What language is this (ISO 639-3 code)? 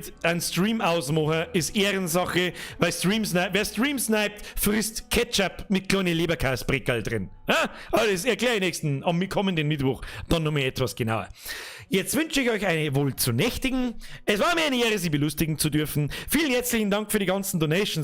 bar